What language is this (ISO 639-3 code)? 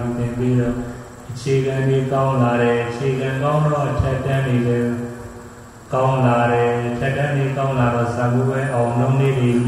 mya